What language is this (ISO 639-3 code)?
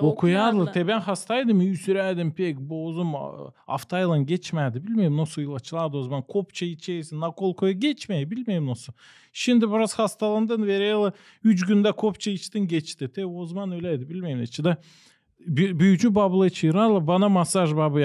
gag